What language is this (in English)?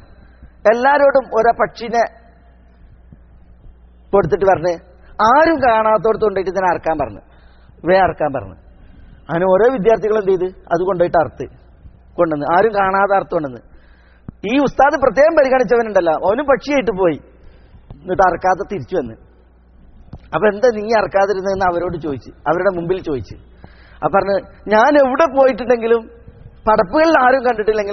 Malayalam